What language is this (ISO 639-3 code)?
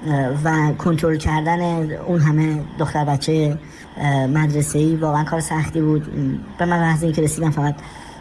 fas